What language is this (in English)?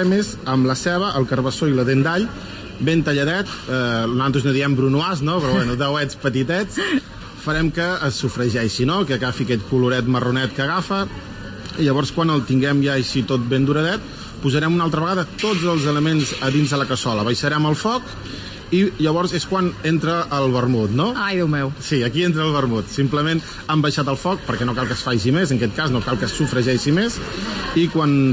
Catalan